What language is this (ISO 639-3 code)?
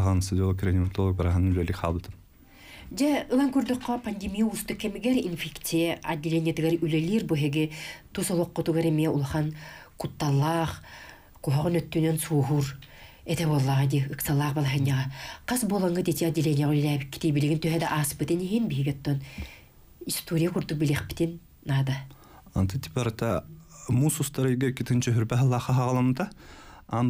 sah